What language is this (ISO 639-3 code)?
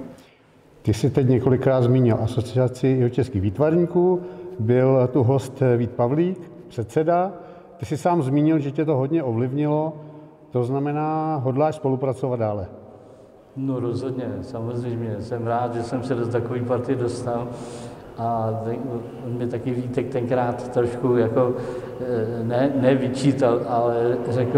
ces